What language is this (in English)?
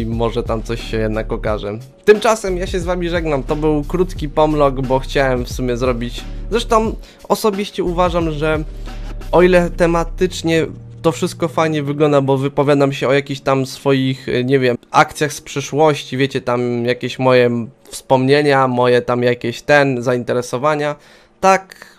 Polish